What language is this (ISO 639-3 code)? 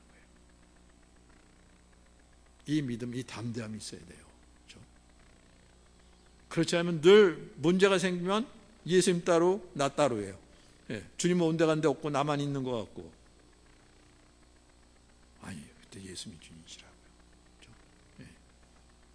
kor